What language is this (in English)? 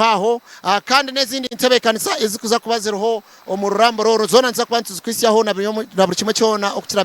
Nyankole